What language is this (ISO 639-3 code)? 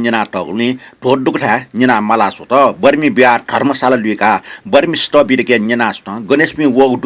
new